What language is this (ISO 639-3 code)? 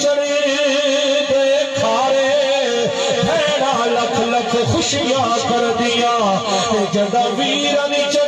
skr